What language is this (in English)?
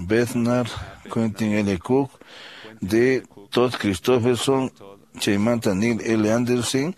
Quechua